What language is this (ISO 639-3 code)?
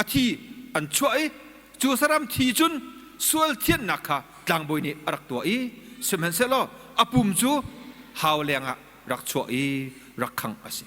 cnh